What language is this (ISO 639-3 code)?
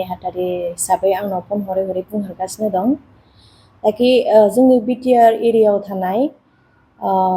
brx